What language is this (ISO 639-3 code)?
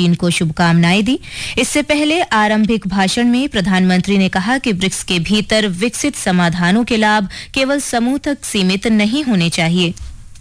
hin